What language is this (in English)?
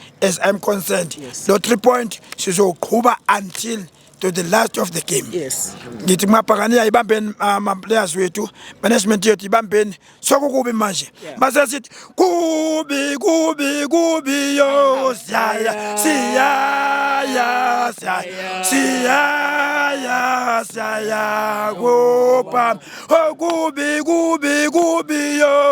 Zulu